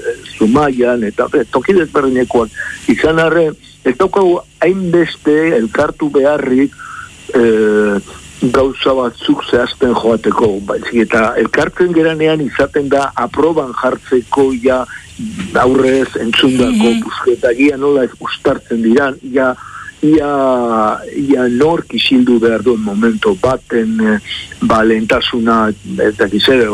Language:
Basque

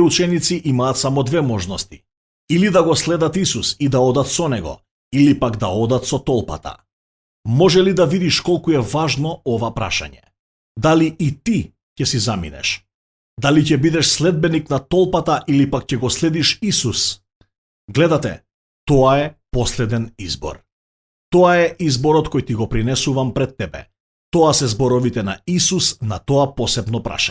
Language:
Macedonian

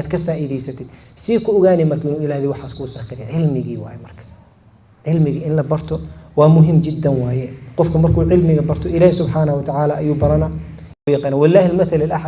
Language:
Somali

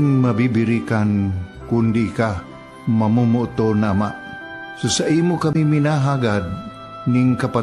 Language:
Bikol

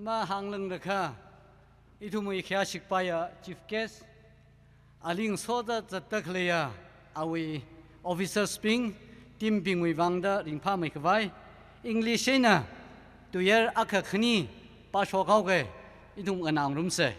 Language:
Tangkhul Naga (India)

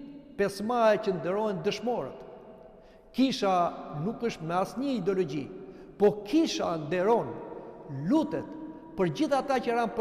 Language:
Albanian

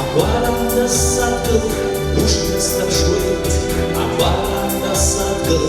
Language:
Abkhazian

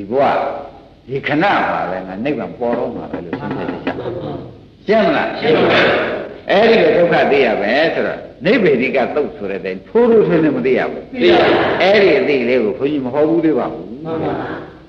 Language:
Burmese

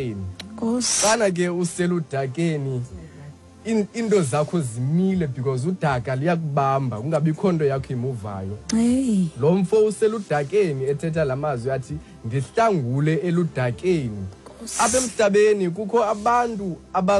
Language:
Xhosa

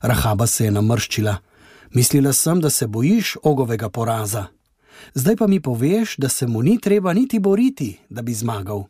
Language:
Slovenian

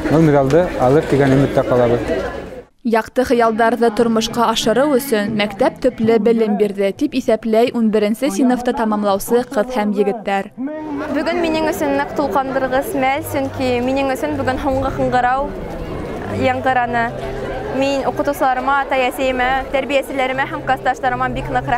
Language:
Bashkir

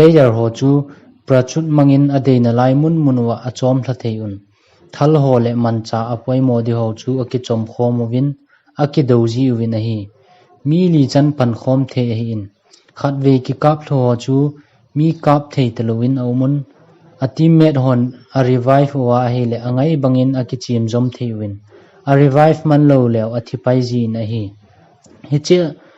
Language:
Thado Chin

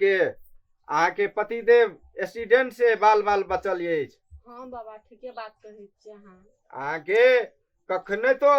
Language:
Maithili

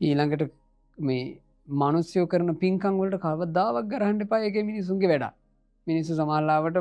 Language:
Sinhala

